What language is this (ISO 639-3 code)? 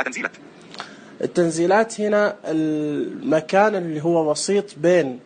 ars